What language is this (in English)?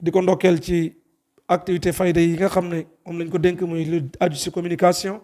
Wolof